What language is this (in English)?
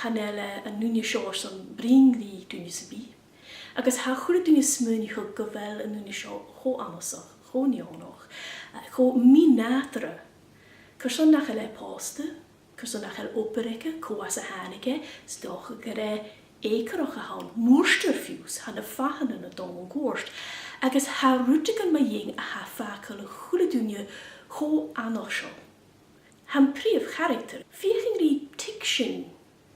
Scottish Gaelic